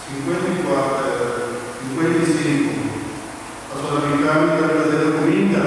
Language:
Papiamento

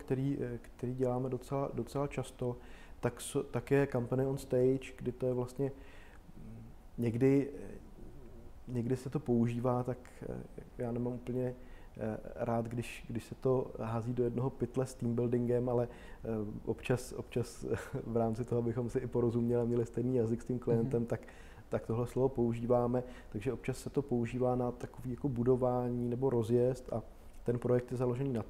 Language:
Czech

